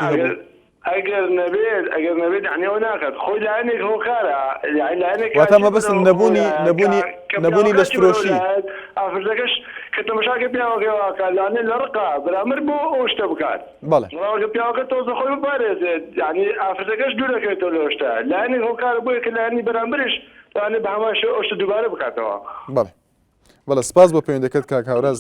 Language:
Central Kurdish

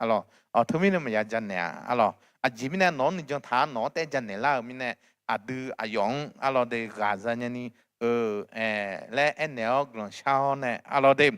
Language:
Akha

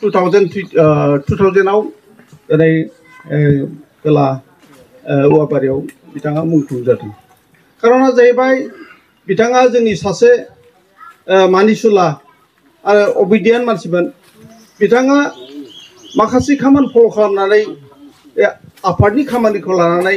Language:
Bodo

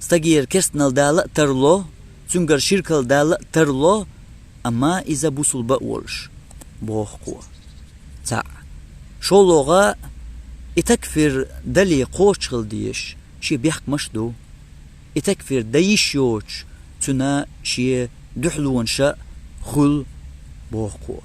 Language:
Chechen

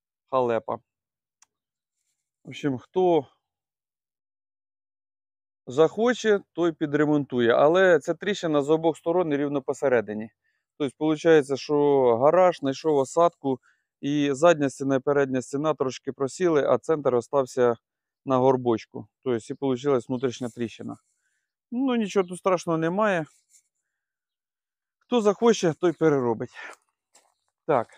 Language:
Ukrainian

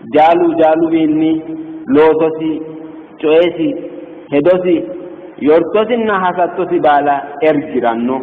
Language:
Sidamo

